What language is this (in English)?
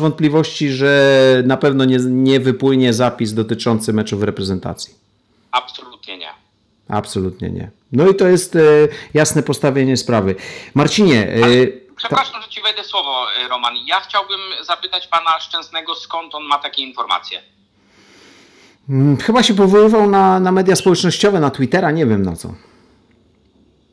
Polish